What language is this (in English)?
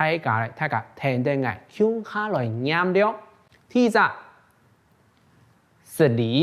Hakka Chinese